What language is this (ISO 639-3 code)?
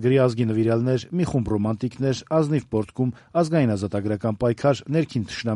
hye